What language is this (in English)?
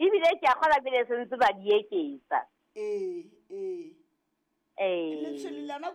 Southern Sotho